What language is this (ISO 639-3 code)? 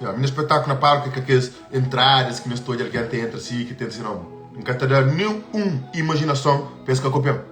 kea